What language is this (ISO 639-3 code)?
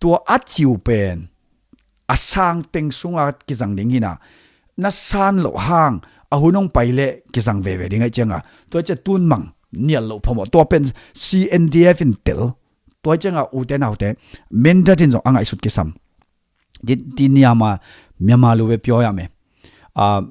ctd